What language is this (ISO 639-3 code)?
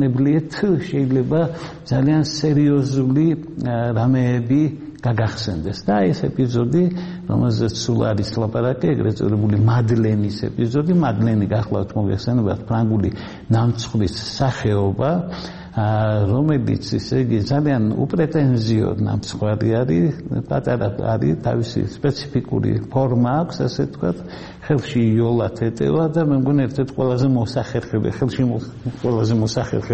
kat